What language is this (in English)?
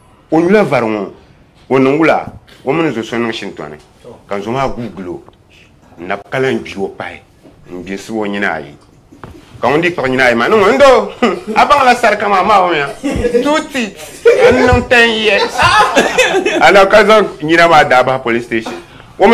Dagbani